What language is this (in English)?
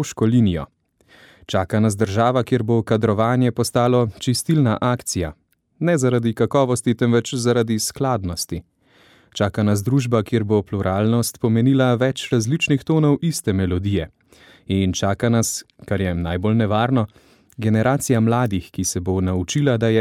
Slovenian